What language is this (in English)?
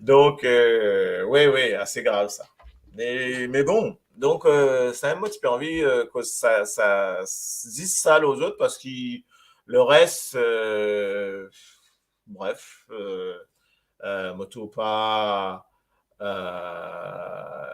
Morisyen